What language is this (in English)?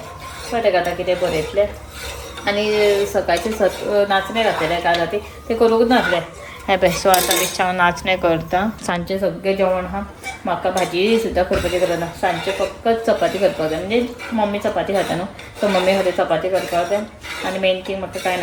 Konkani